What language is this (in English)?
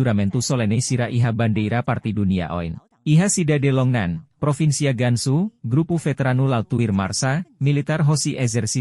Tetum